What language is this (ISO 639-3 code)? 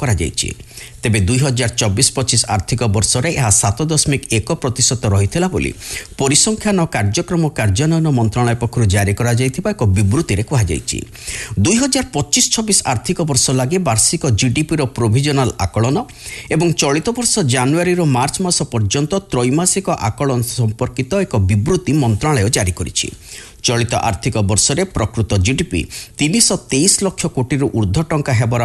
ori